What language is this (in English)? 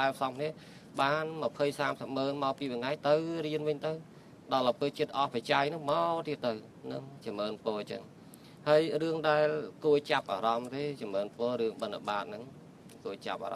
Khmer